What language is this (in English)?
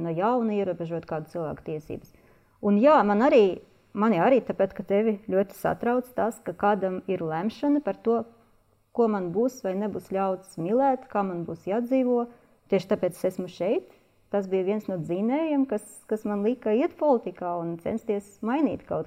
Latvian